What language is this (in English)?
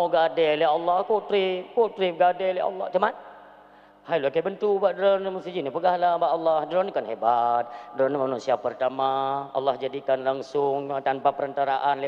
Achinese